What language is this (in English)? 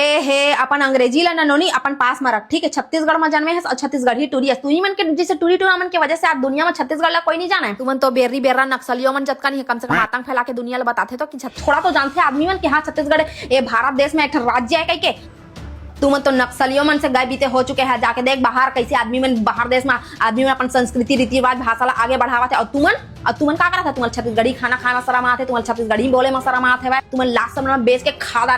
Chhattisgarhi